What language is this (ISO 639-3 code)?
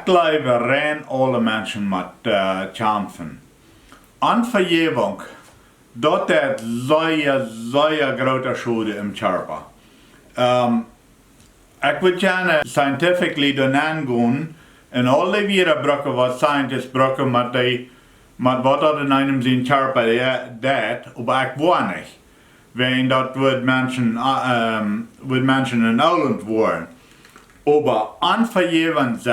pdt